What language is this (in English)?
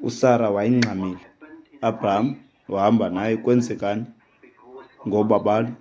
Xhosa